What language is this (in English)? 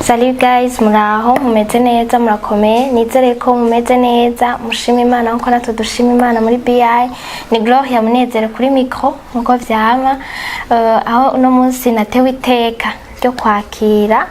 Rundi